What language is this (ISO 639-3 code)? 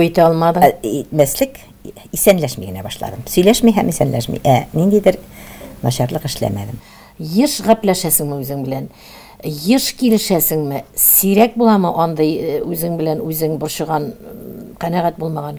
tat